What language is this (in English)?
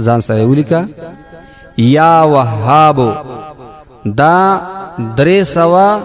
Pashto